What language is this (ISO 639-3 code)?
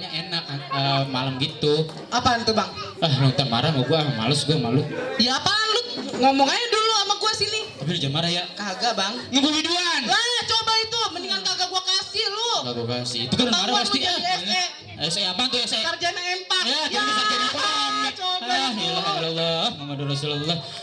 bew